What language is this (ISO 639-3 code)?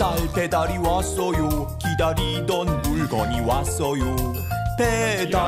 kor